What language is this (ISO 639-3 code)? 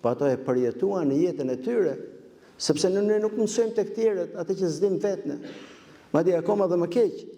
sqi